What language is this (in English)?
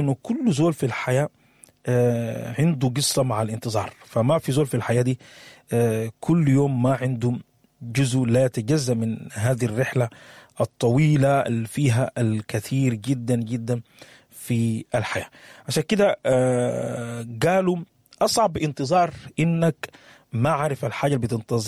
Sudanese Arabic